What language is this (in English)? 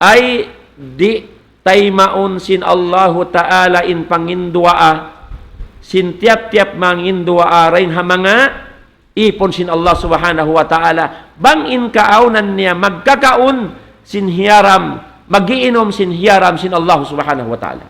Tausug